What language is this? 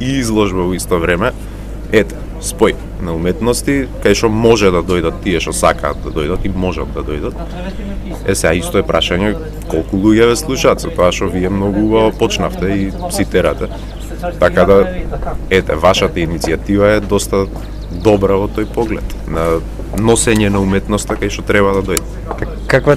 Macedonian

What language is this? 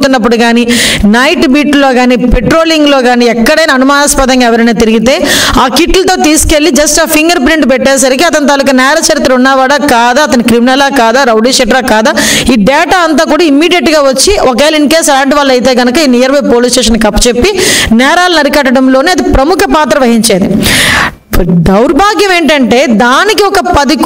Telugu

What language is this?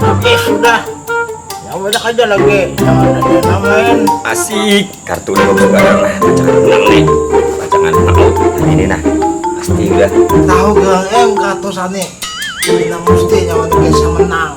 Banjar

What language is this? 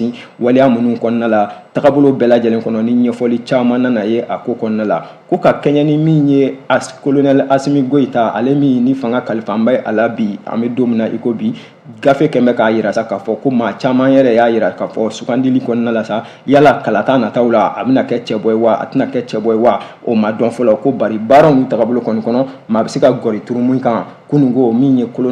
Bambara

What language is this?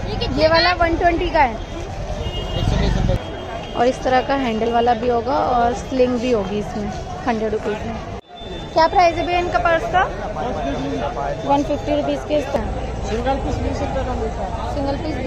Hindi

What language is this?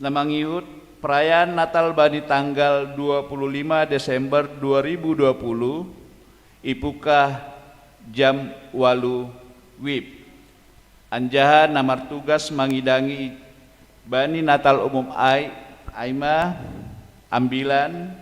Batak Simalungun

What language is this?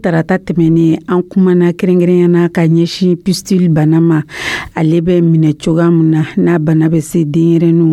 Dyula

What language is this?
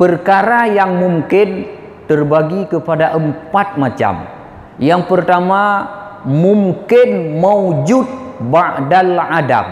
Achinese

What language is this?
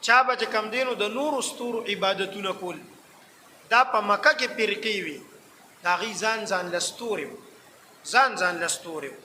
Pashto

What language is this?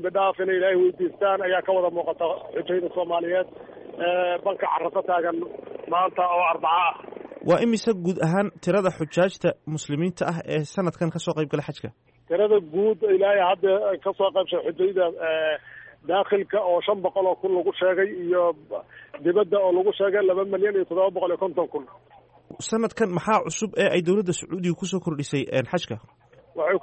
Somali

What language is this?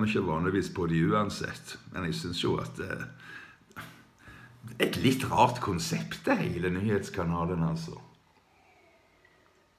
Norwegian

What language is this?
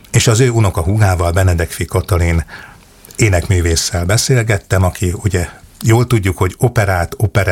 Hungarian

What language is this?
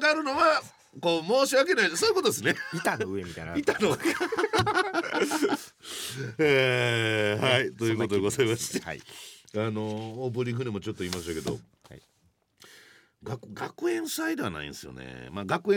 Japanese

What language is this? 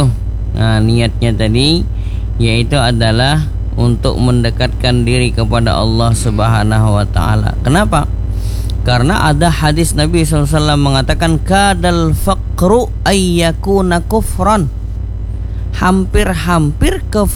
Indonesian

